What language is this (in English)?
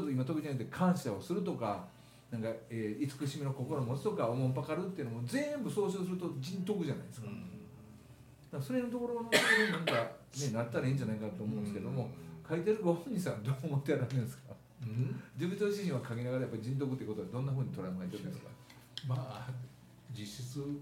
Japanese